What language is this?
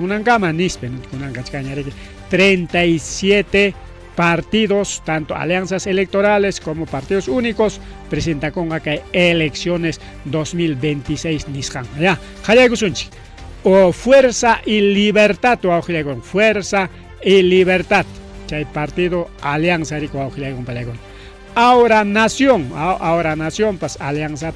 Ayacucho Quechua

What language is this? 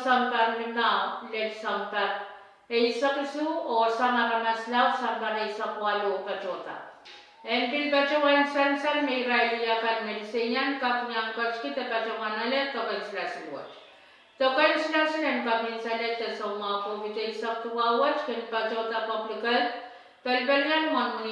Pohnpeian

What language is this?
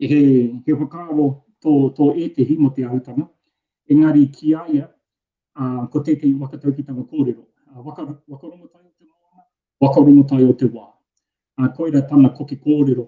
Māori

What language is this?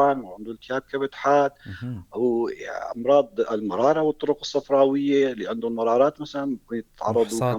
North Levantine Arabic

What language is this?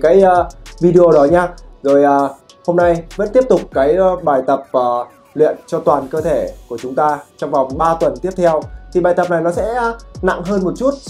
Vietnamese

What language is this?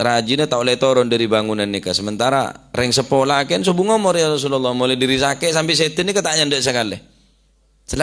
Madurese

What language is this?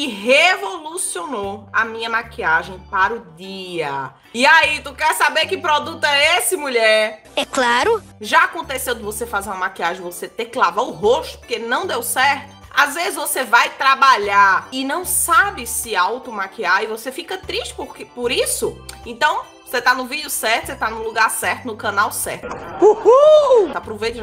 Portuguese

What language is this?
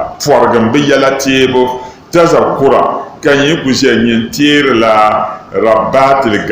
Dagbani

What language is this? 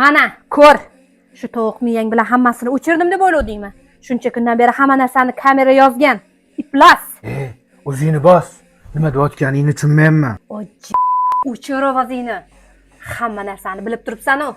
Uzbek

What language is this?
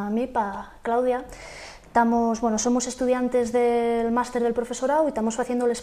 Asturian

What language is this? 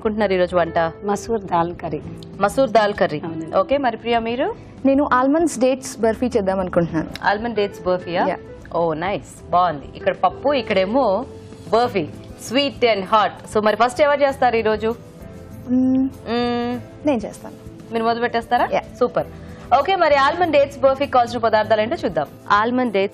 Telugu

